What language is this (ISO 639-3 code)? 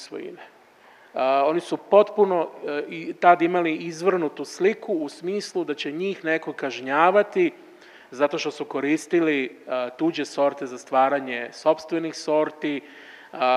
srp